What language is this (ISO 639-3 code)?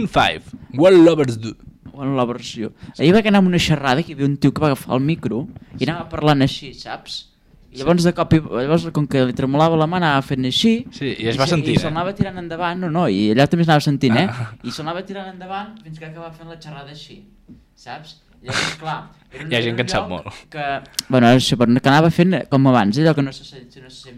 cat